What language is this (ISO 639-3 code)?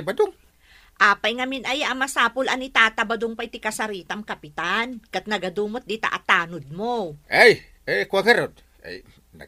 ilo